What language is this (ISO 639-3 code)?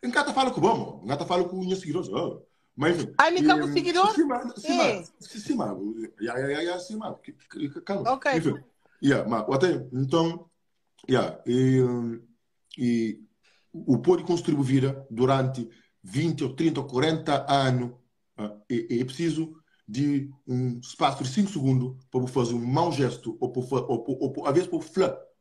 kea